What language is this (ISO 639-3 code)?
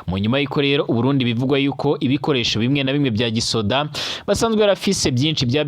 run